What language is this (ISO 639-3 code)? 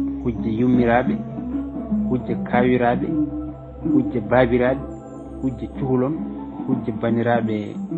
ful